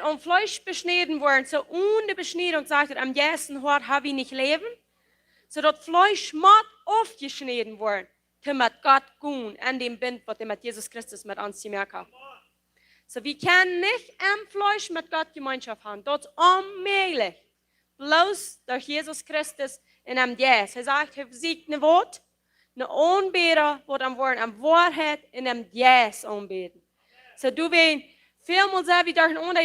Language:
Plautdietsch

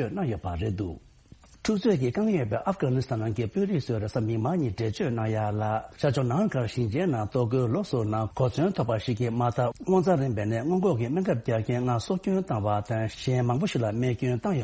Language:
Tibetan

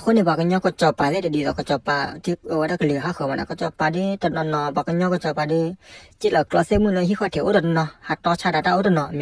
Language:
S'gaw Karen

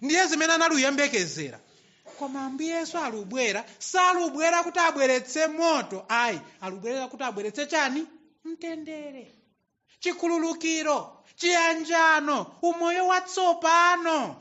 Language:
Nyanja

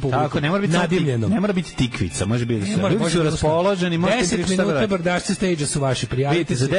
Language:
Serbian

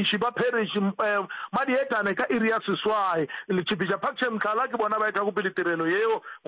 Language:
Northern Sotho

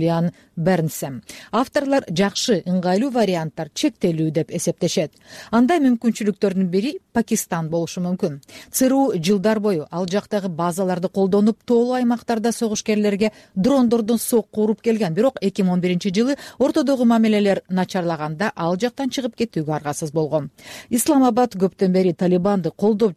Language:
Kyrgyz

